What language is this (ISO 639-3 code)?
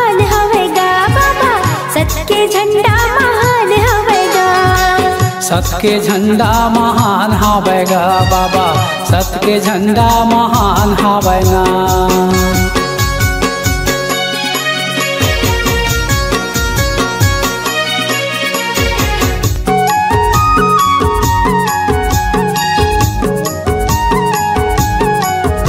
hne